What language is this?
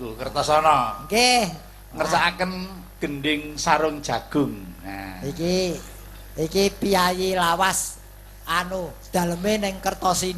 Javanese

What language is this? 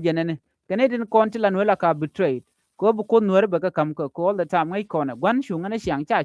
Nuer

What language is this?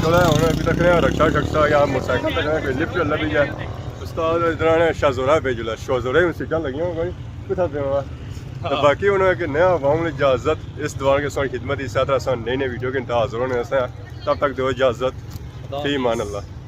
Pahari-Potwari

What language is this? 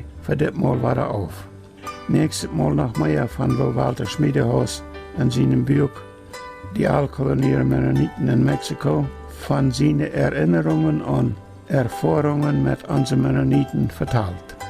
Plautdietsch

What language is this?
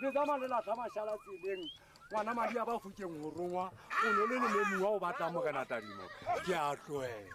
Southern Sotho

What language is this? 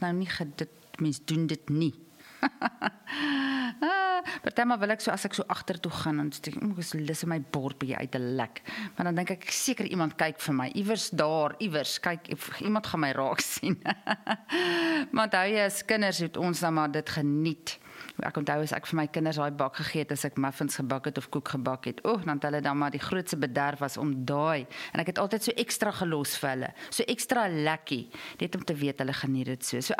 Afrikaans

